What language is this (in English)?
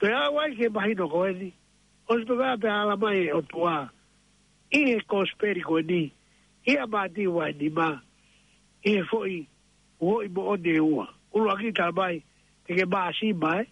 Tongan